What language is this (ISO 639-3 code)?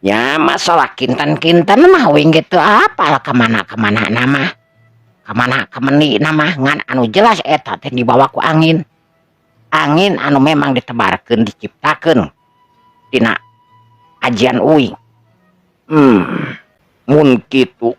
sun